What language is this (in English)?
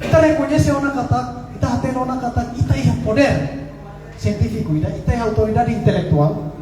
Tetum